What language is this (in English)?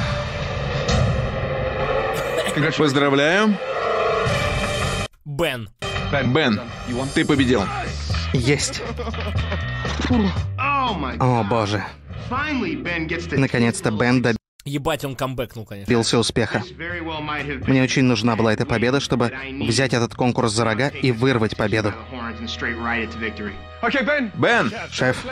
Russian